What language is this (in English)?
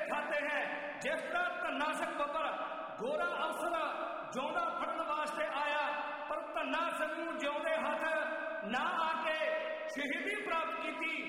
Punjabi